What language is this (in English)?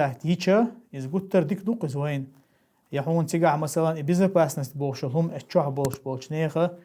Chechen